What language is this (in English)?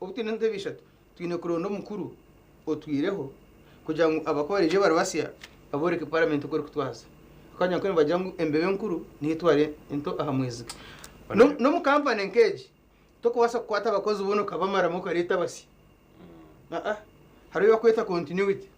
Nyankole